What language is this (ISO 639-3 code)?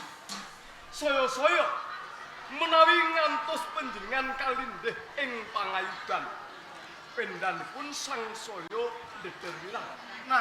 jav